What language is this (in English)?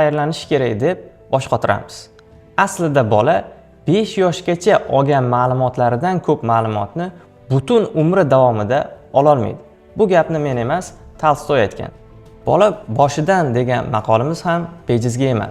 Uzbek